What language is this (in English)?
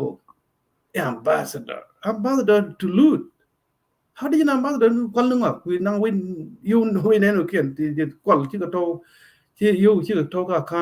Nuer